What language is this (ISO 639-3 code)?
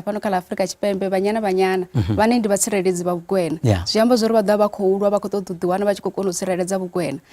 ven